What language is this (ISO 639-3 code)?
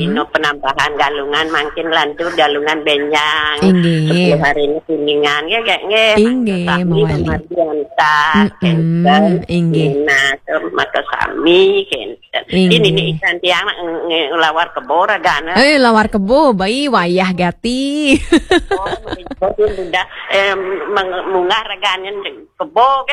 ban